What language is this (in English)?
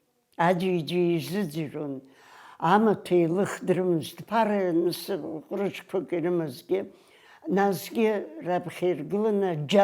Abkhazian